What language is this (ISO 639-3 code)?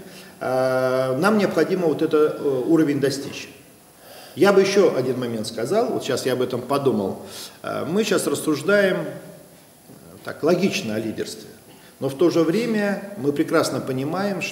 rus